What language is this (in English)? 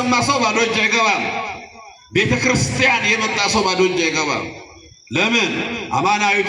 Amharic